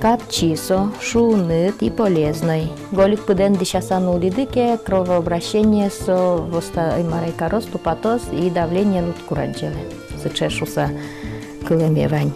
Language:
Udmurt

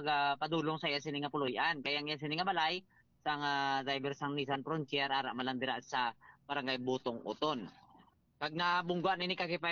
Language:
Hiligaynon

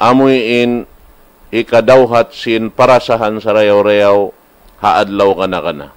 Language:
Tausug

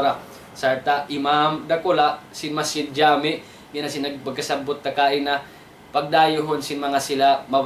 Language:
Tausug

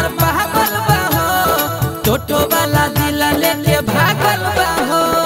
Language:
Bhojpuri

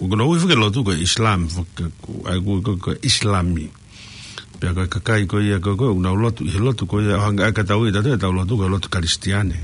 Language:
Tongan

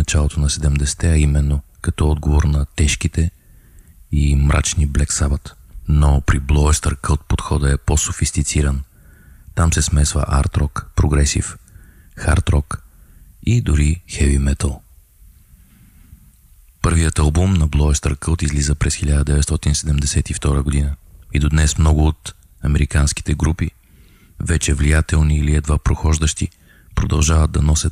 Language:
Bulgarian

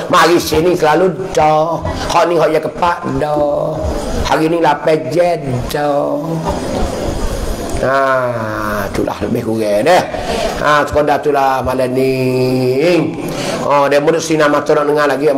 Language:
Pattani Malay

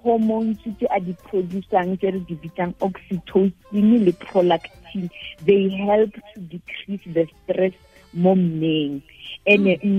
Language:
Tswana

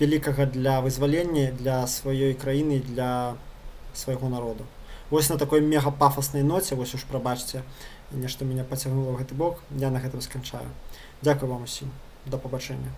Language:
Belarusian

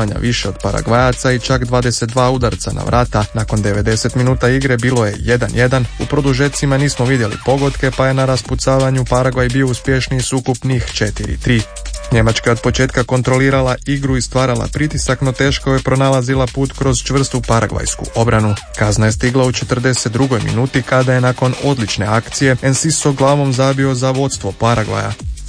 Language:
Croatian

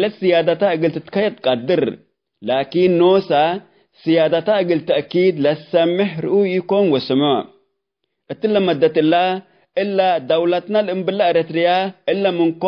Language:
Tigre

